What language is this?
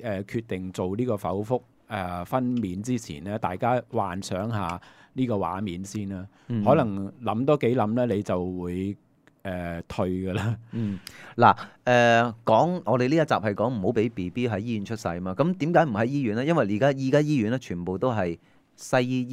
Cantonese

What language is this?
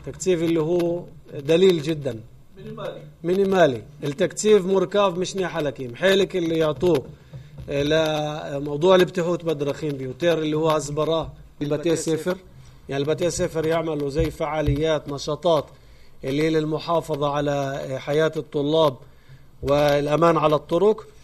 North Levantine Arabic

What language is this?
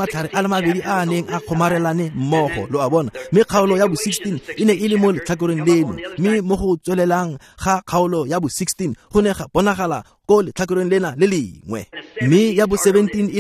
Tswana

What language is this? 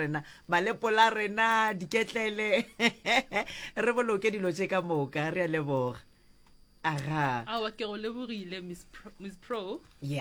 Northern Sotho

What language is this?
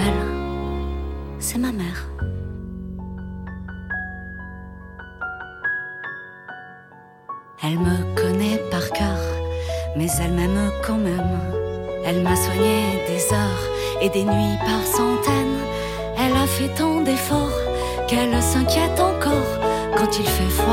French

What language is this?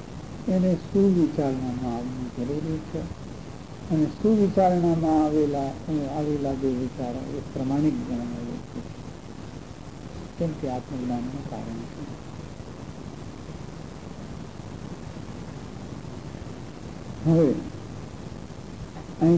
Gujarati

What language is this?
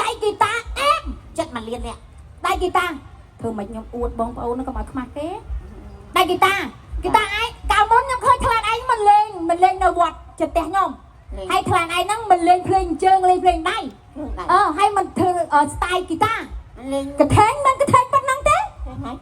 Khmer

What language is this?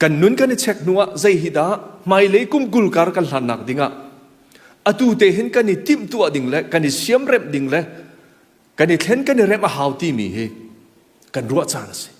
Hakha Chin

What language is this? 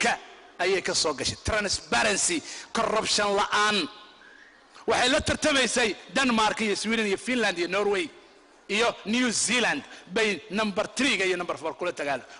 Somali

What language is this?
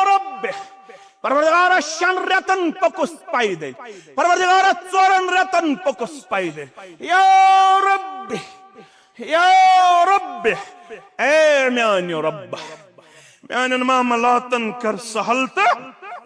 Kashmiri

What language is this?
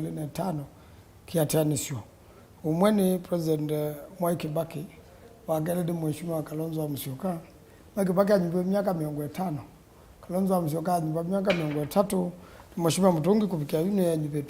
Kamba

